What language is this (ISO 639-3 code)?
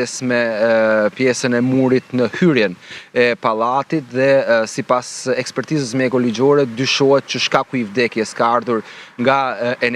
sqi